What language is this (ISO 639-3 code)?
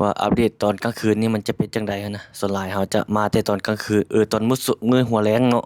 lao